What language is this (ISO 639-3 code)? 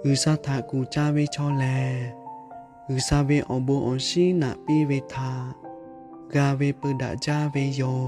lhu